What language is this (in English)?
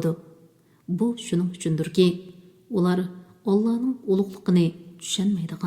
Uyghur